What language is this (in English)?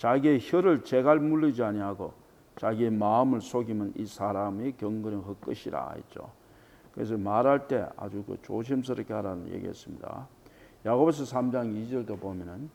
Korean